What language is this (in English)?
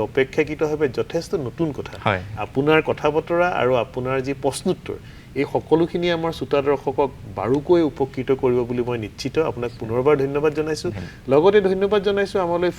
Assamese